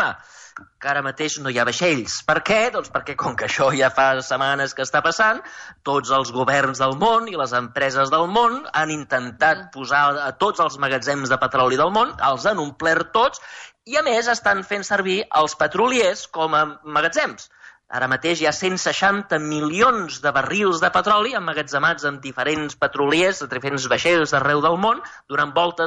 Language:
Catalan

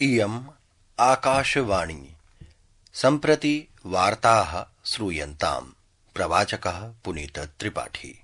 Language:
Sanskrit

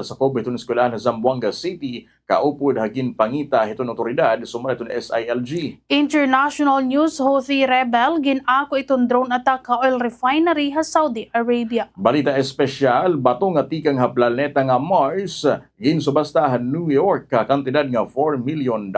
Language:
Waray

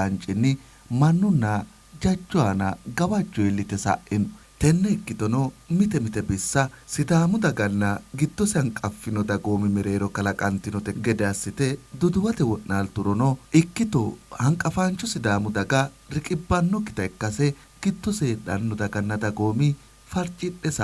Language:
Sidamo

